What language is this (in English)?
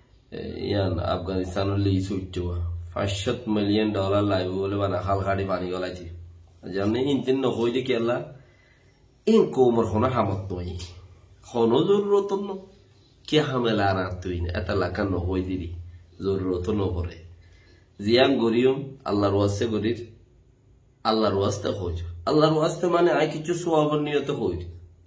Rohingya